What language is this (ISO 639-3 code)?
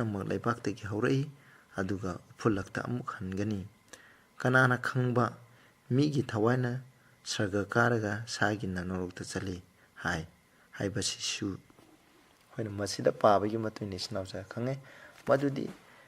mni